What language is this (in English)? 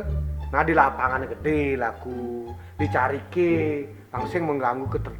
Balinese